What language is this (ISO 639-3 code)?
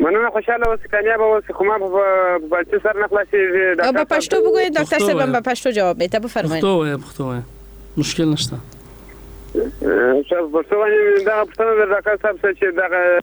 fas